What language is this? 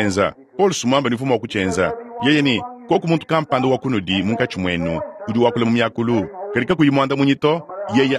Luba-Lulua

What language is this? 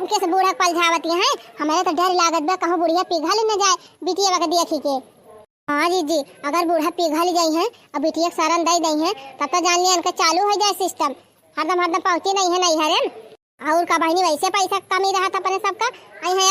Awadhi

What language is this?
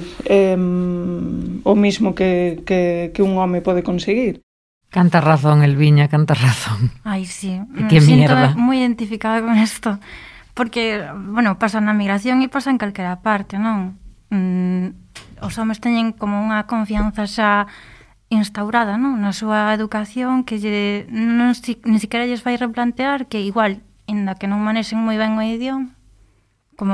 Galician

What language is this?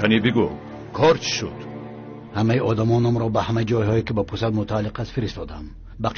Tajik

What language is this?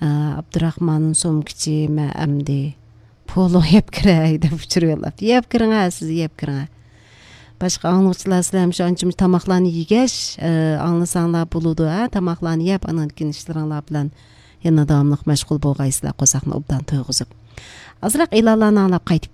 Uyghur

